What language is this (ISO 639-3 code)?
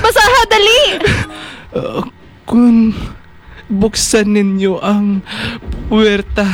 hil